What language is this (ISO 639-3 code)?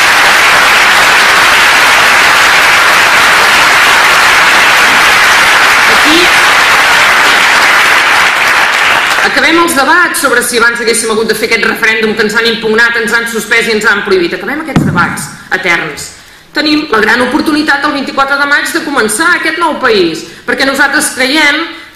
cat